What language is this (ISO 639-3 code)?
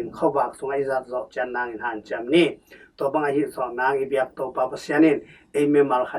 ctd